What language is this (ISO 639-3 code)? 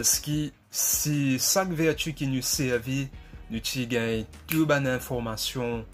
mfe